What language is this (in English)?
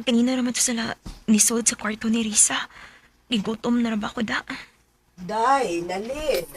Cebuano